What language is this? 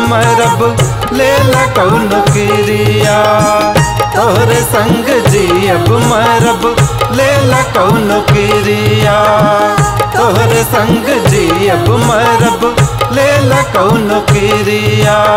Bhojpuri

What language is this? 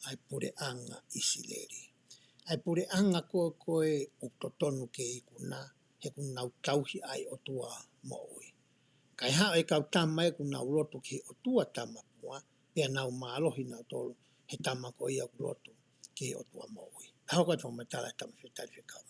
Tongan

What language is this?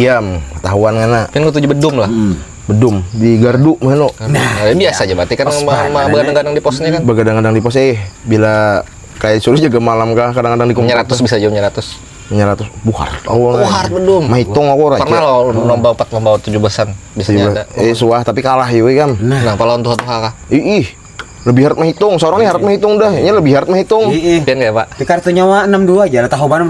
Banjar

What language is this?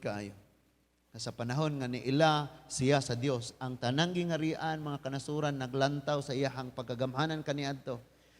Cebuano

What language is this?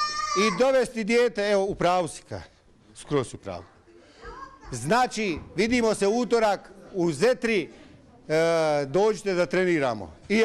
Bosnian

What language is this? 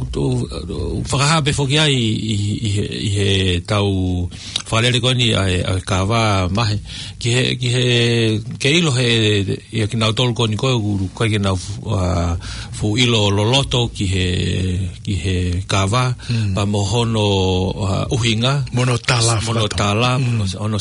Tongan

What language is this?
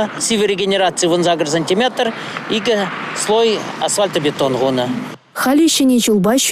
Chuvash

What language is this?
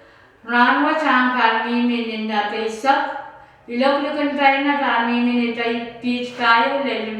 Pohnpeian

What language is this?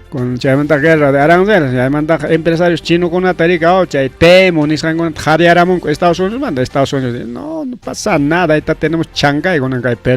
Ayacucho Quechua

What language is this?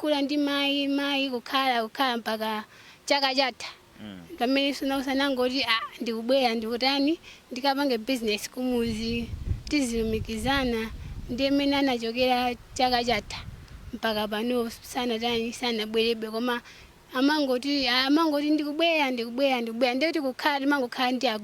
Nyanja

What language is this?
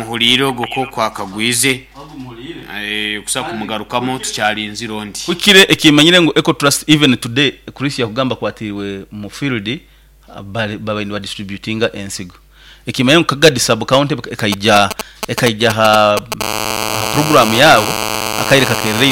Nyoro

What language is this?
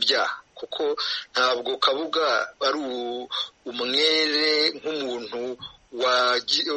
Kinyarwanda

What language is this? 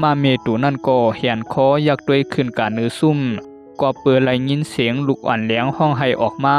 Shan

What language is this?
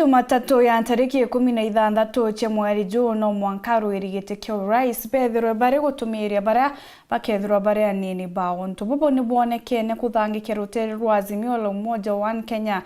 Meru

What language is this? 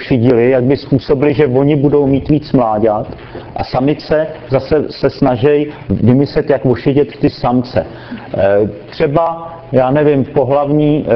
Czech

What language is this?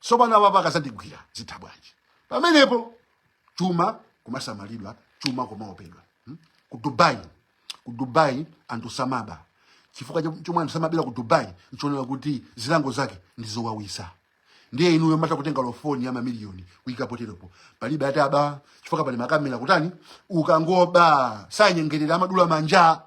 Nyanja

